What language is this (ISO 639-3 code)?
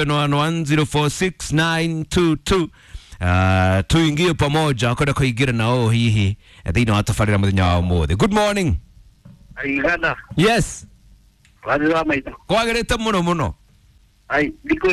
kik